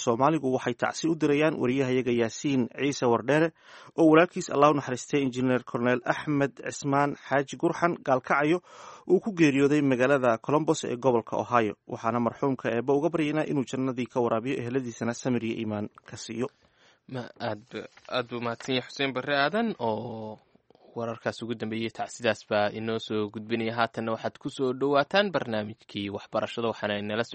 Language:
Somali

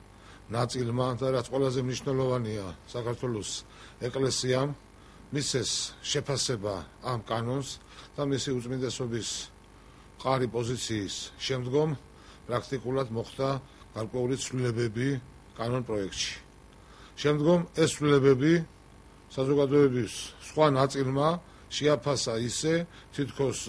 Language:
Georgian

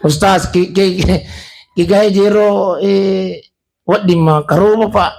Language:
Buginese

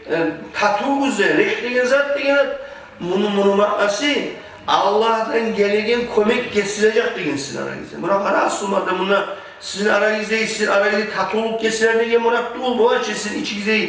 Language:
Kumyk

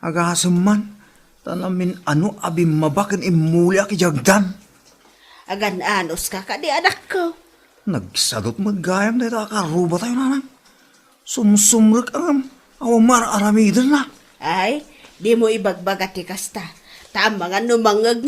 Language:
Iloko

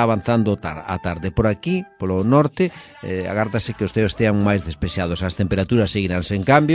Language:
Galician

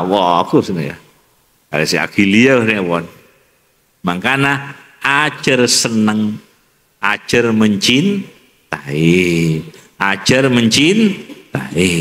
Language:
Madurese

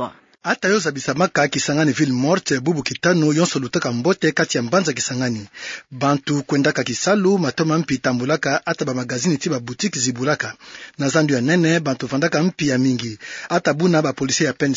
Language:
Kituba (Democratic Republic of Congo)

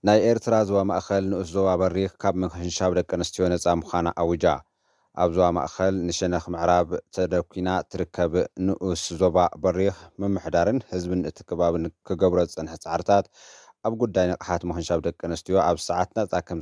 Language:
Tigrinya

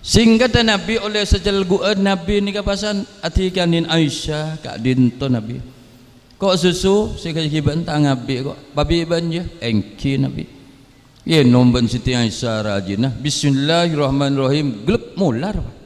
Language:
Madurese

